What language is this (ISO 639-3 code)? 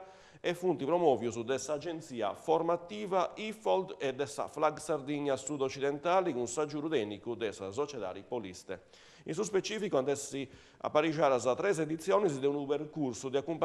srd